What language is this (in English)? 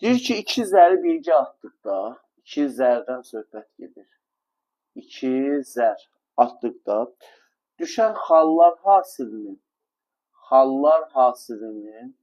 Azerbaijani